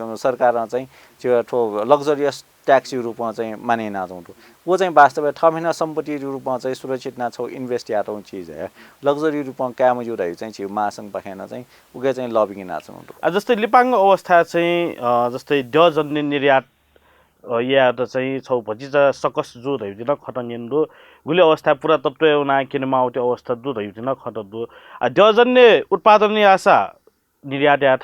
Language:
Newari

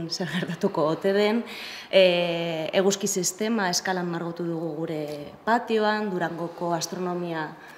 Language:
Basque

